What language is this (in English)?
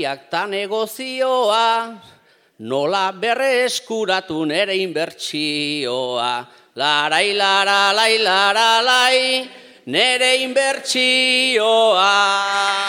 Basque